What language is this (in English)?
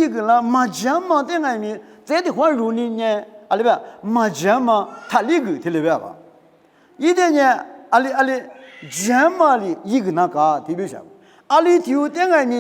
Lisu